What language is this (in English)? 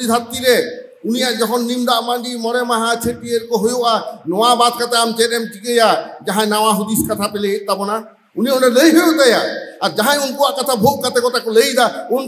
Santali